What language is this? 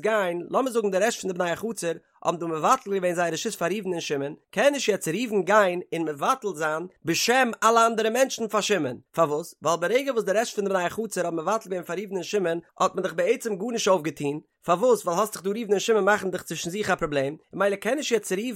Yiddish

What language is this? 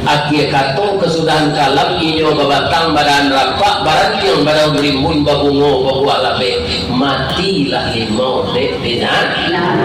Minangkabau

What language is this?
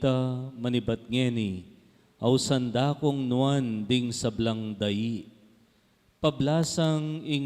Pampanga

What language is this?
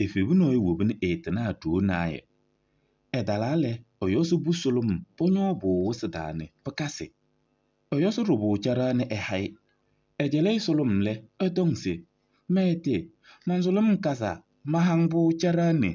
Kabiyè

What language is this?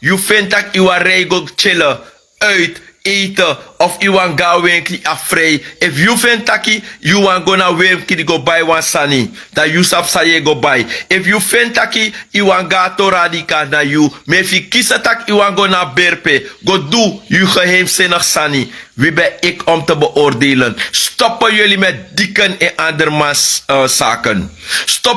Sranan Tongo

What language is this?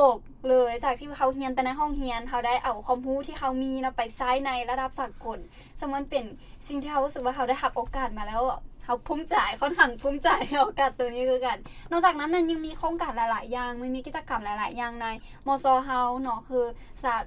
Lao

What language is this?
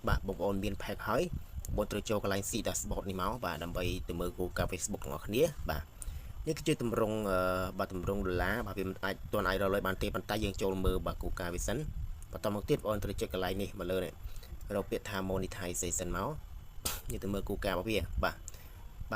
Khmer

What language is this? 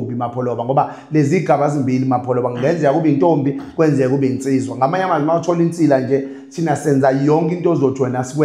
Zulu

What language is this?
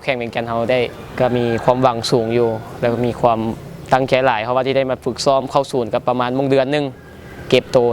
Lao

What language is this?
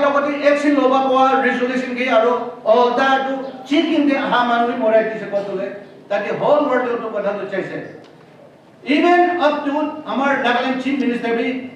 Naga Pidgin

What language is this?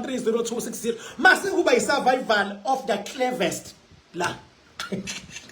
Zulu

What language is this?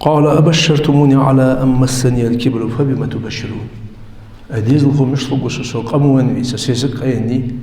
Ingush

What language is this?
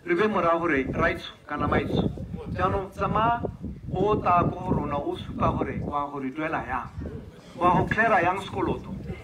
Tswana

